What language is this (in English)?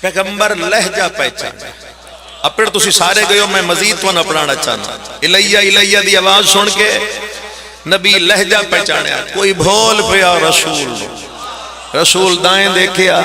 Pahari-Potwari